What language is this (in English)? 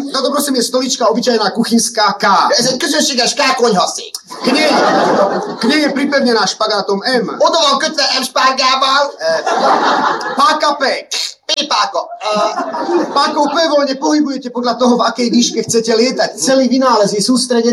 Slovak